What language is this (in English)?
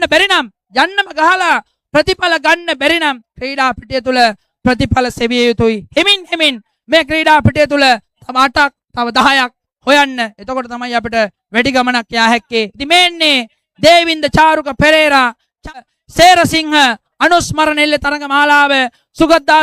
Sinhala